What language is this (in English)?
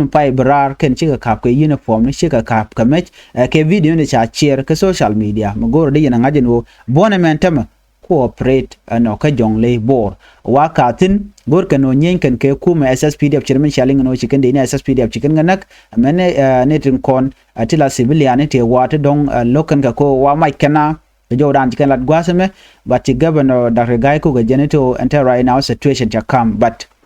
Nuer